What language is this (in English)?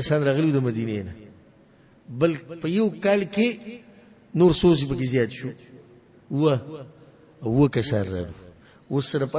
Pashto